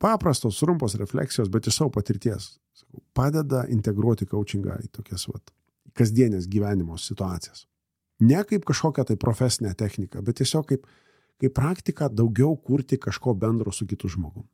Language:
Lithuanian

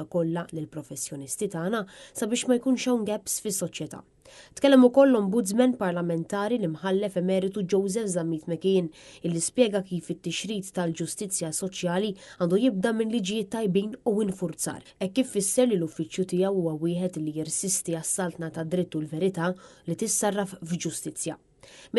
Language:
Maltese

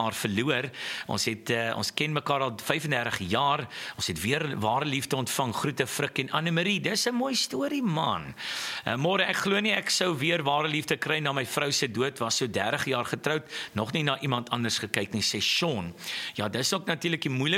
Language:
Afrikaans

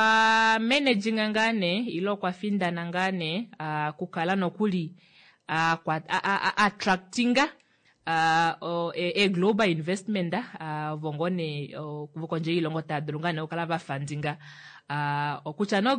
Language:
Kuanyama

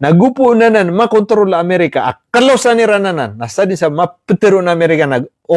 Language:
Maranao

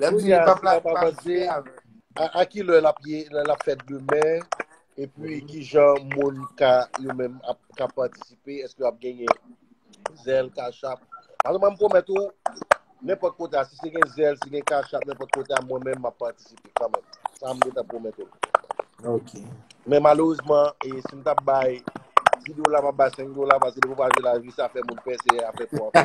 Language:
Haitian Creole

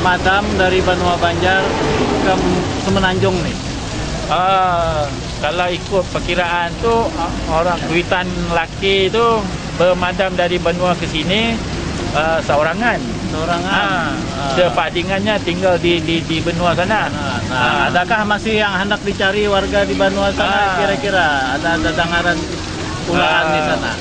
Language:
Banjar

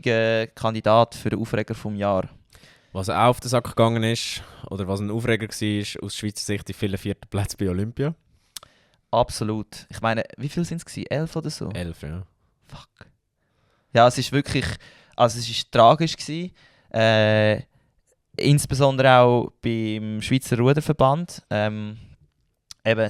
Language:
Swiss German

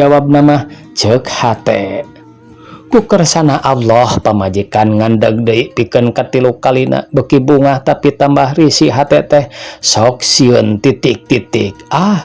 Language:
Sundanese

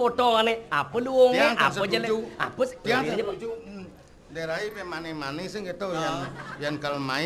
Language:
Balinese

